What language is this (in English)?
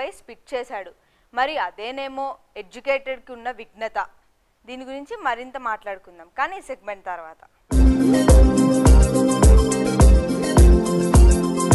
Telugu